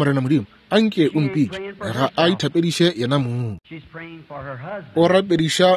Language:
Northern Sotho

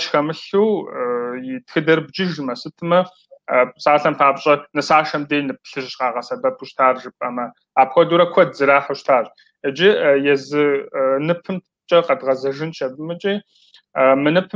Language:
Kabardian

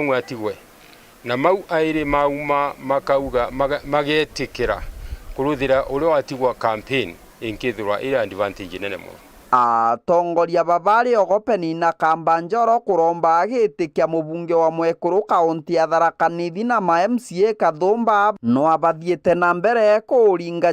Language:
Meru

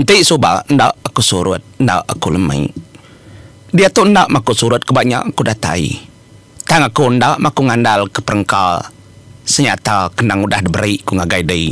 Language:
Iban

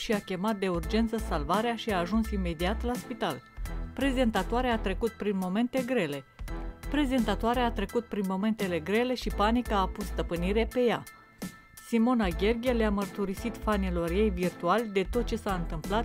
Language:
Romanian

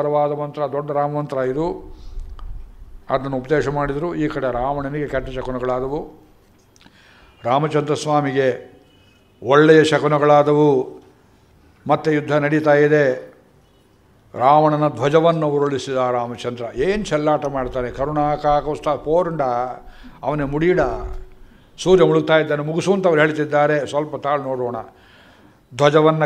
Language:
Kannada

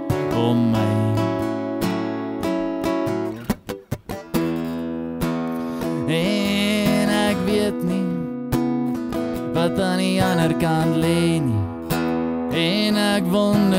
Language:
Afrikaans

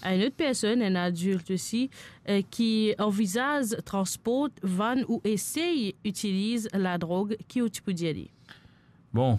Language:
Morisyen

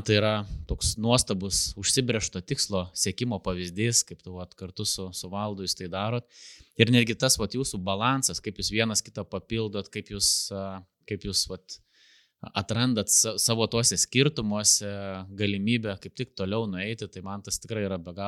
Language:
Lithuanian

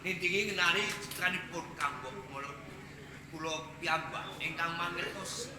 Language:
Javanese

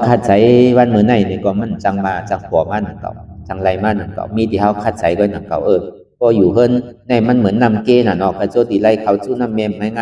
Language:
Shan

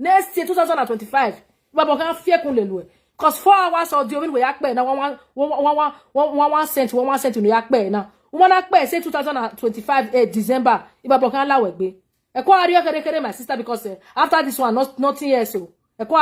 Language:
Nigerian Pidgin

